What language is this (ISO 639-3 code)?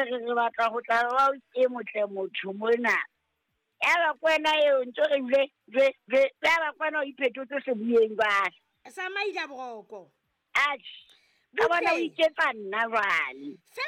sot